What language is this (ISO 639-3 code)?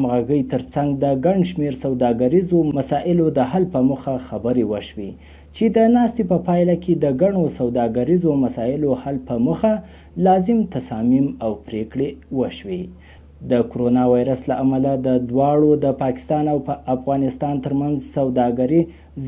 pus